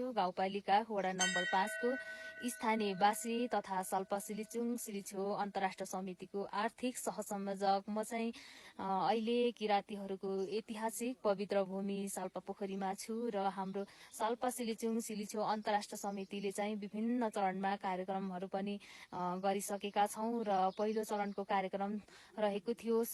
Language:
Nepali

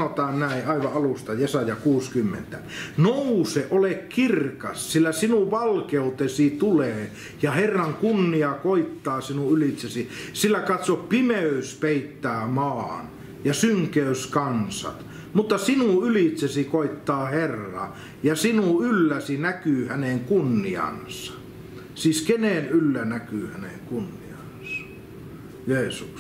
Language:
Finnish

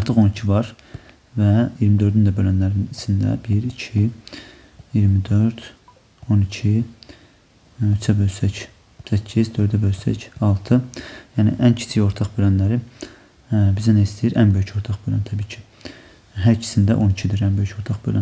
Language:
Azerbaijani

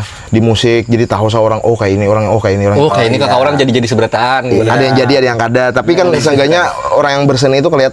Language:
Banjar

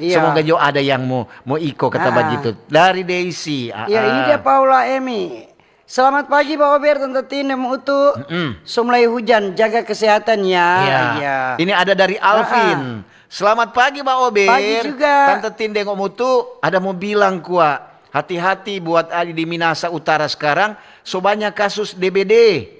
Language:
Manado Malay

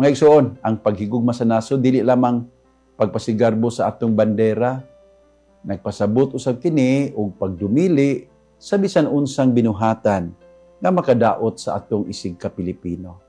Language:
Cebuano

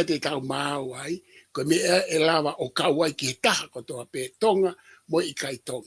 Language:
Tongan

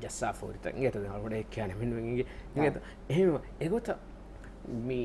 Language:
Divehi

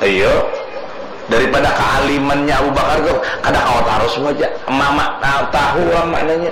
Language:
Banjar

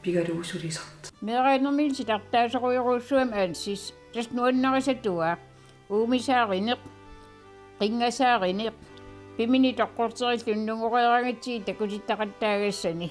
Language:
Kalaallisut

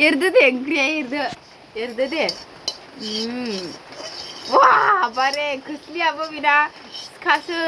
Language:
Bodo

